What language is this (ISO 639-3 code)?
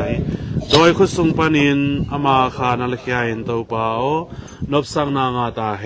ctd